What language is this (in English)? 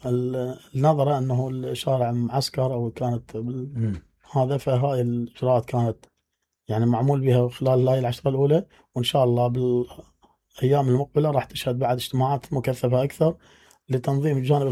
Mesopotamian Arabic